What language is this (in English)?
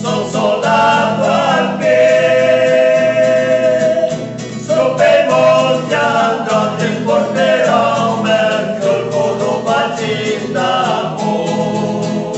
Venetian